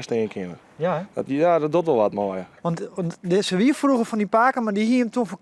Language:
Western Frisian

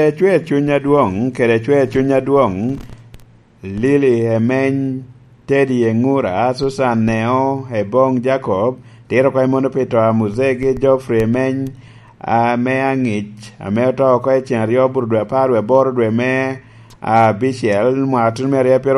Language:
Lango (Uganda)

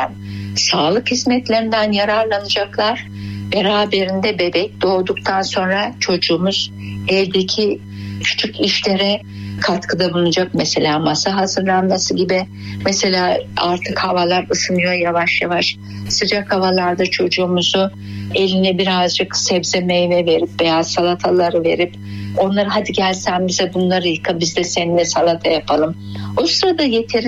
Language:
Turkish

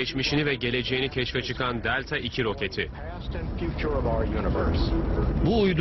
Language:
Turkish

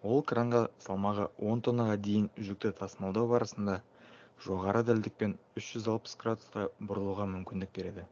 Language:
Kazakh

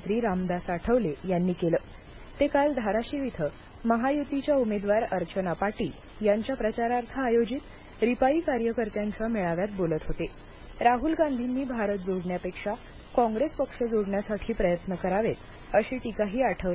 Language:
Marathi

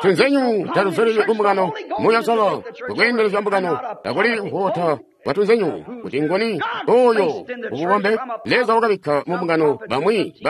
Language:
Tonga (Zambia)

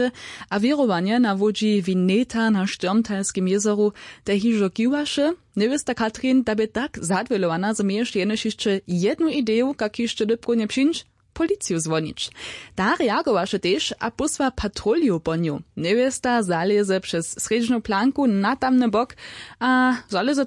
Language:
Upper Sorbian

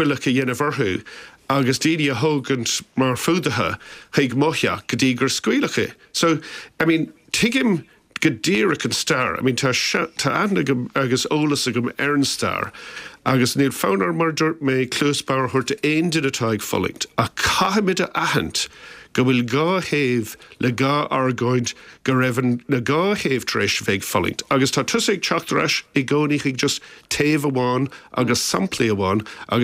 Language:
Irish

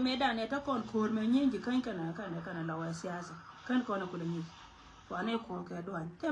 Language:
Nuer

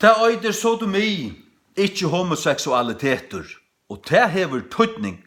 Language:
Faroese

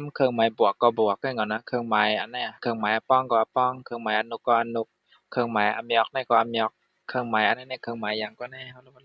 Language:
Shan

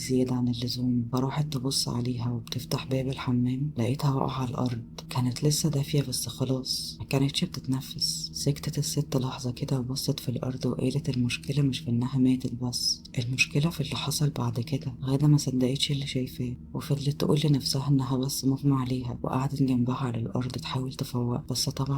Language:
Egyptian Arabic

